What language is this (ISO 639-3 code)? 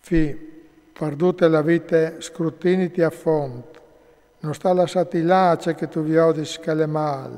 fur